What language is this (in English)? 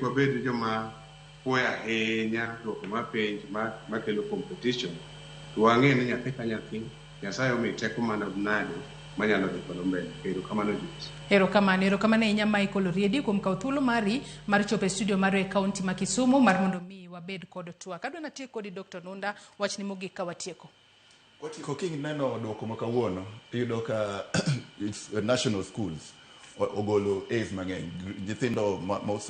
Luo (Kenya and Tanzania)